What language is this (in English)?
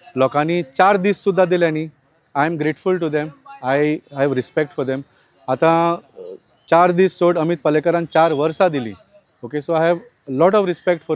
Konkani